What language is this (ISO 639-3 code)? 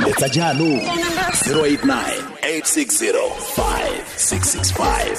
tsn